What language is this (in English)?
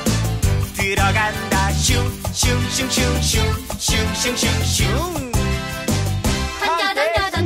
Korean